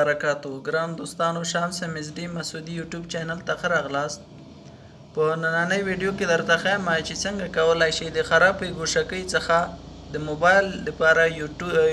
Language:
Pashto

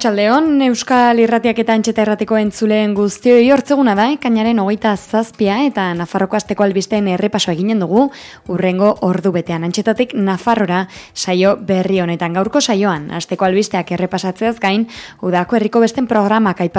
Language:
Basque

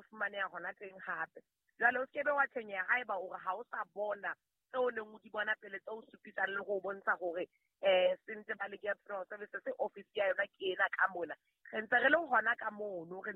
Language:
Southern Sotho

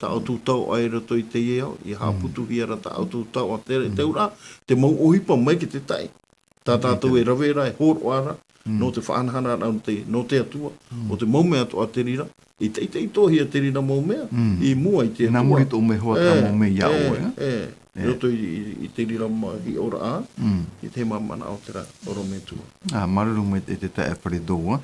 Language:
Tahitian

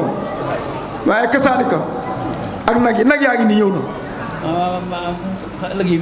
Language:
Wolof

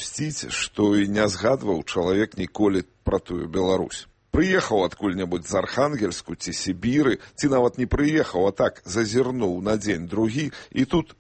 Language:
Belarusian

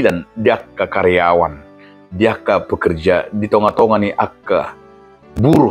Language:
Batak Toba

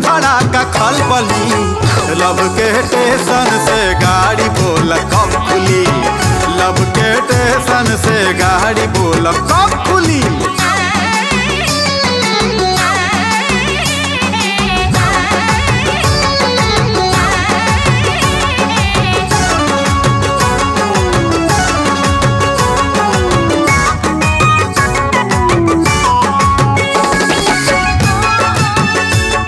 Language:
Bhojpuri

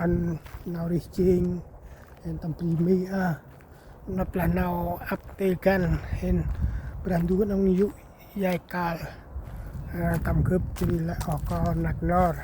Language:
Central Mnong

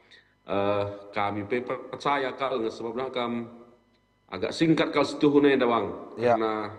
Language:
Batak Karo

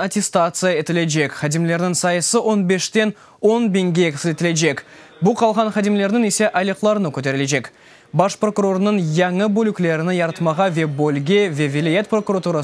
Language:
Crimean Tatar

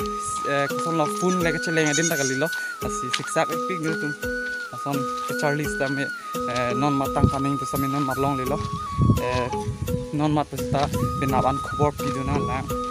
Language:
Karbi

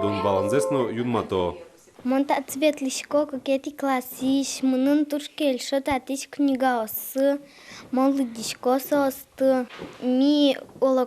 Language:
Udmurt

